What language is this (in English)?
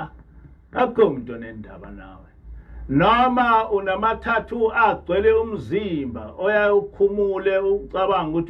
Zulu